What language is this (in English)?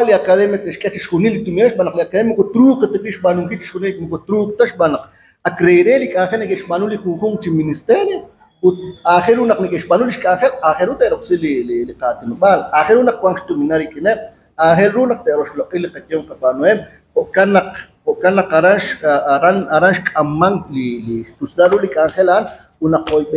Kekchí